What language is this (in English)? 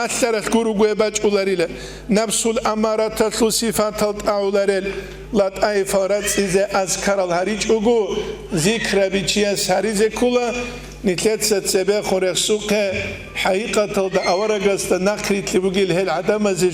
Avaric